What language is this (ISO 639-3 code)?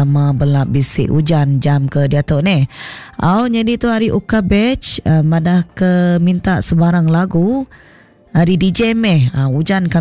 iba